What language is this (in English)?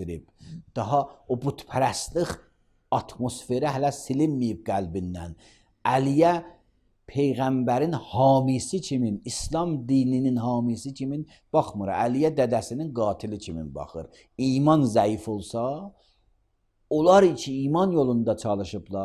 Azerbaijani